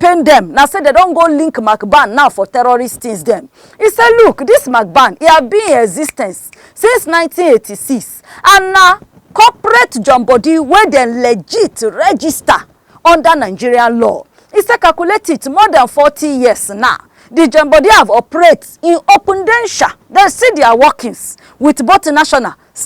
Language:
Nigerian Pidgin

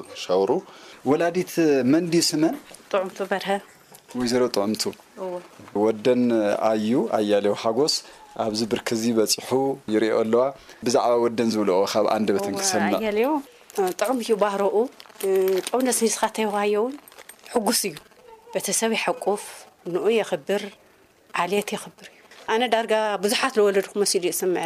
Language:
Tigrinya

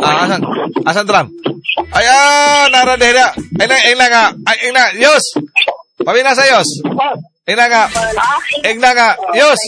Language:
Cebuano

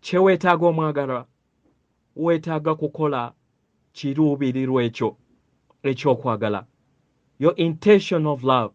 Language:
Ganda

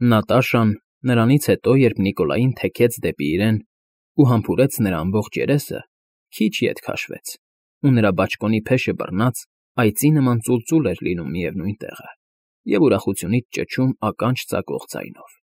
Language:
Armenian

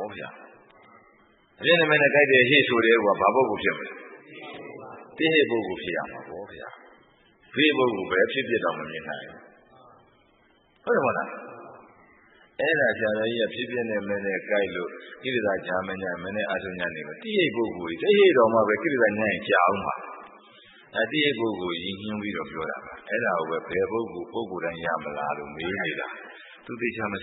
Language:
Burmese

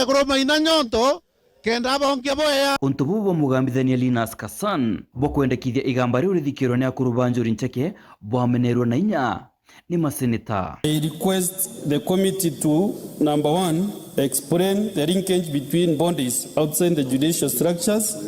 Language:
Meru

